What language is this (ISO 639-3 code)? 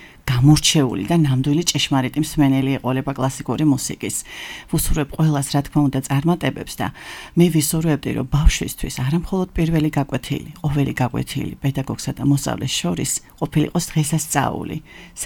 kat